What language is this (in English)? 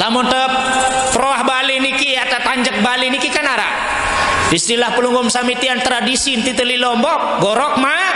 Sasak